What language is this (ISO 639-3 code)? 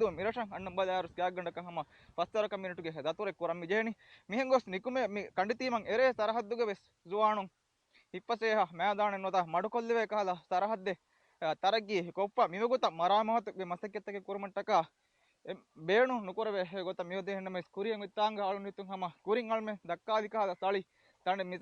div